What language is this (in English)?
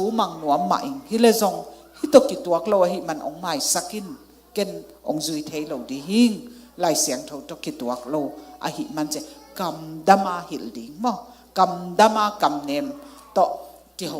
Tedim Chin